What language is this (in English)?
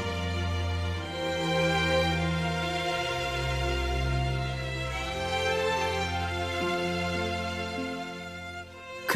Bangla